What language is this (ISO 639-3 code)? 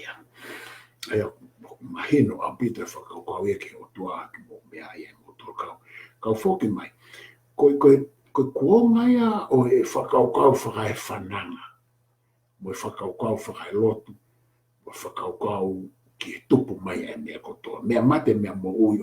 ton